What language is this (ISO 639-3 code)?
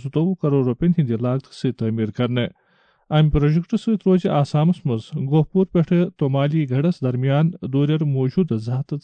kas